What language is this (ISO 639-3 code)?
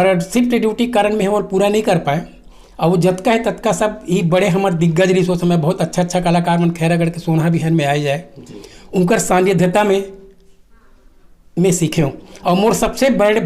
hne